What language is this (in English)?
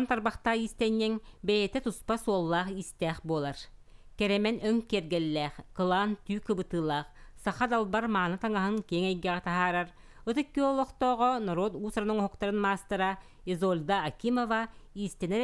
Yakut